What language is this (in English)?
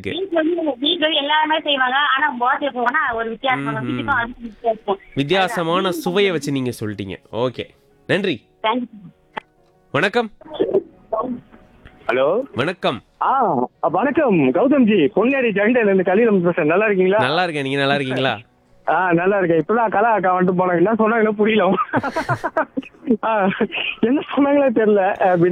Tamil